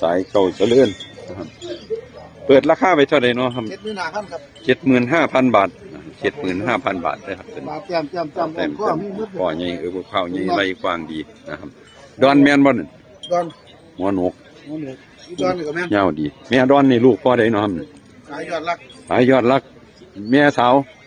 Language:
Northeastern Thai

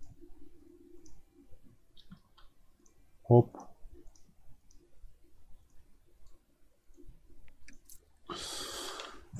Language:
Turkish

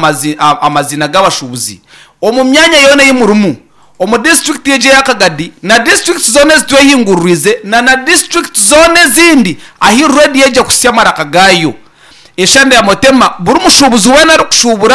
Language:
Nyankole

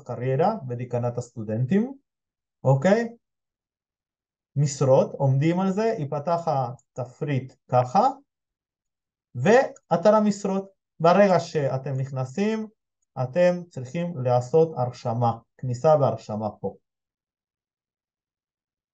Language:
Hebrew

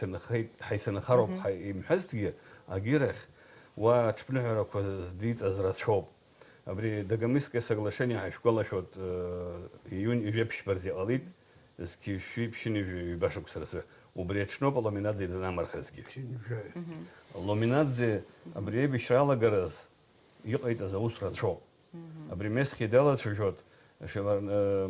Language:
Abkhazian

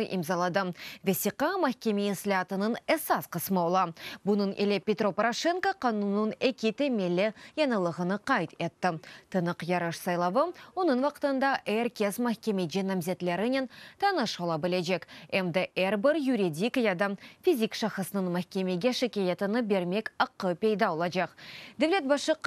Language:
Crimean Tatar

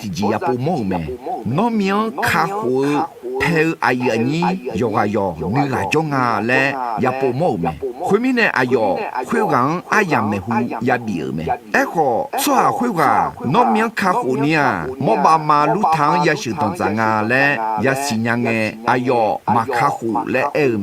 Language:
Akha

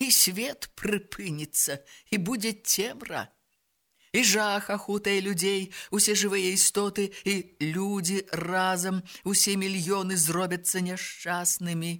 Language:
Belarusian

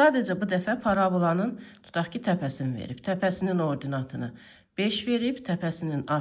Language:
Azerbaijani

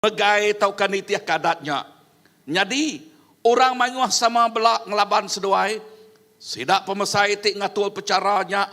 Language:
Iban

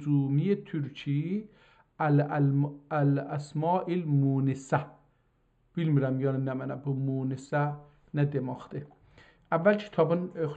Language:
South Azerbaijani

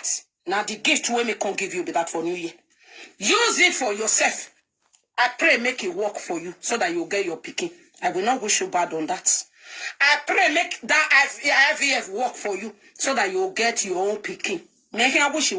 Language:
Nigerian Pidgin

